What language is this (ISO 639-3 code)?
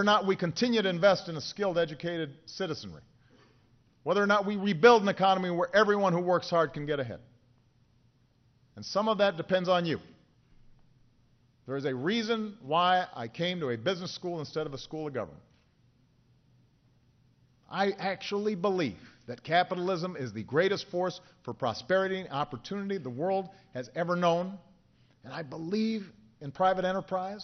eng